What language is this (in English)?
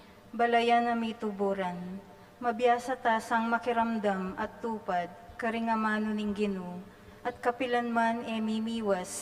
Pampanga